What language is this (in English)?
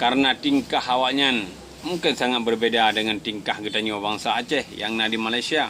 Achinese